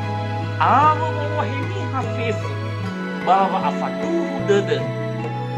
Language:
Nias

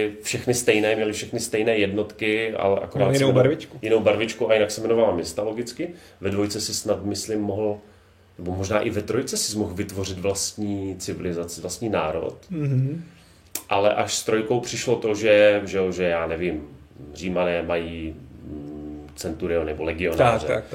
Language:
Czech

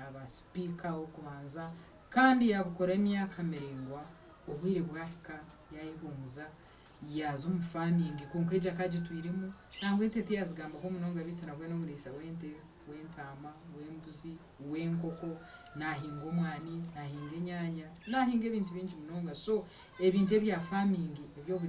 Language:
Nyankole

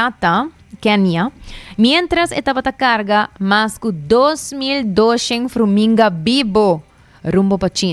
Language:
Papiamento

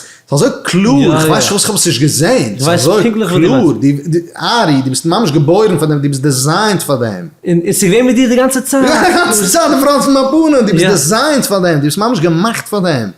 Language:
Yiddish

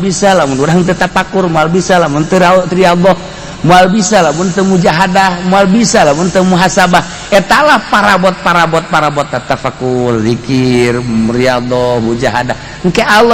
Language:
Sundanese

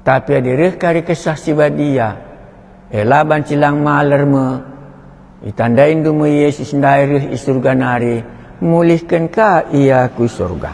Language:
Batak Karo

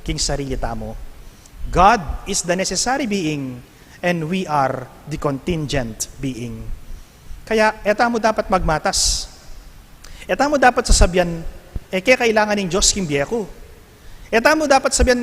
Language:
Pampanga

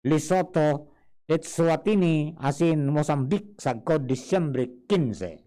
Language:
Bikol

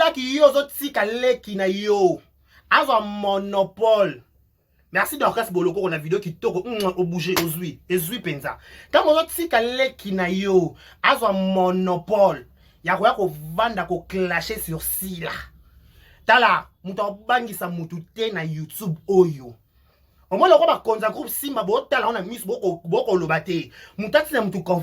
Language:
Lingala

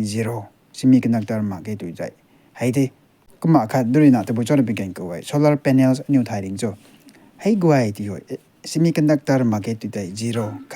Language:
Rongmei Naga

